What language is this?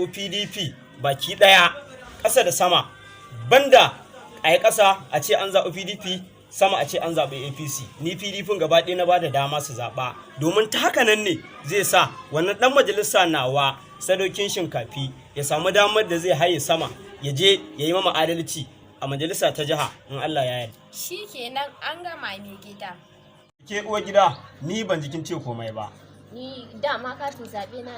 Hausa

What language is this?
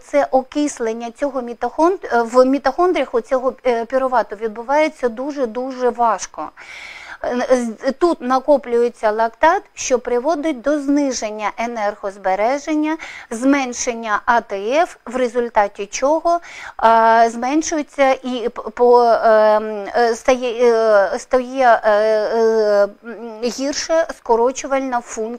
Ukrainian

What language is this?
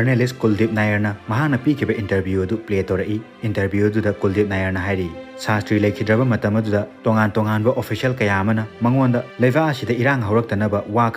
Manipuri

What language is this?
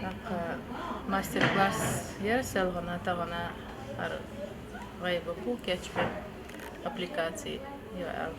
Chechen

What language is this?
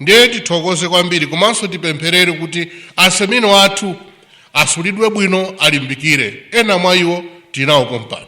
Nyanja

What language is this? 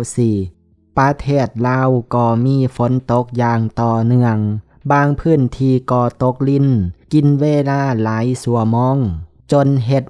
Lao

